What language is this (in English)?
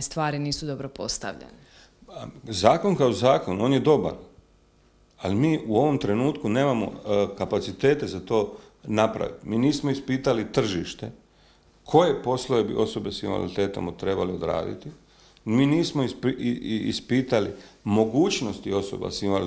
Croatian